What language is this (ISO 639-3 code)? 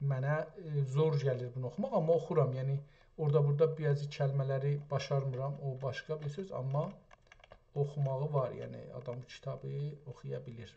azb